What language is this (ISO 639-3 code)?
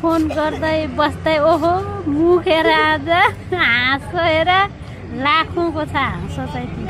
nep